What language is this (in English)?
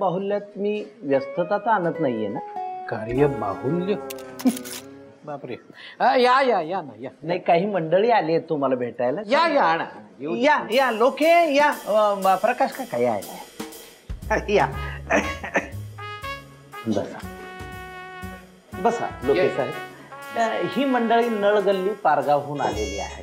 Marathi